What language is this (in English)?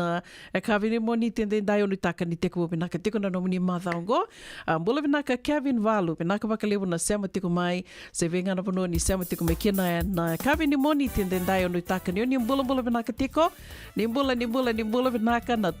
Fijian